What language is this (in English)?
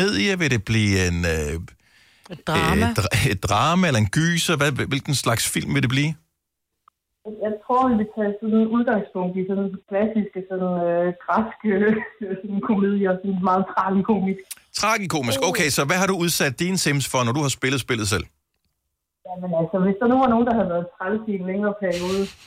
Danish